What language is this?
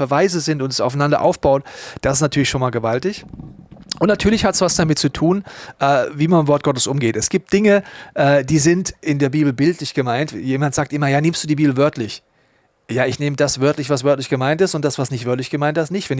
Swiss German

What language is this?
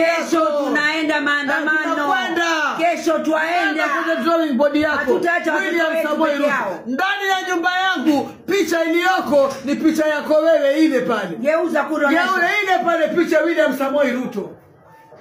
Swahili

